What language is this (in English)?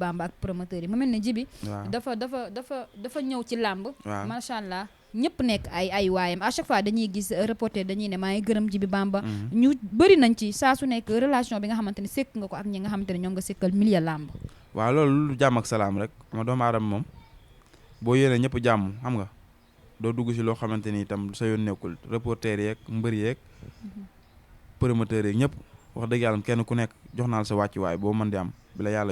Wolof